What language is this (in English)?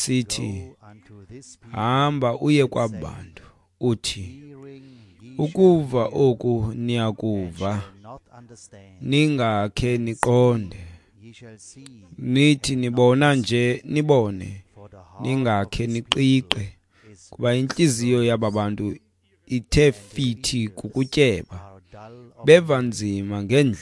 Xhosa